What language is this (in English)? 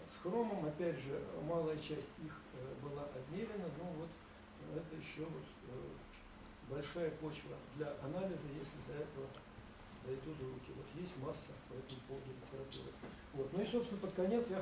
Russian